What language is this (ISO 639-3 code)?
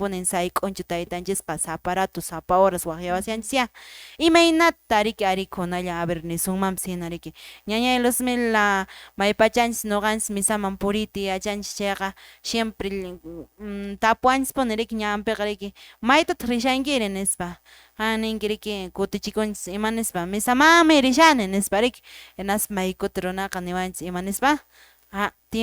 que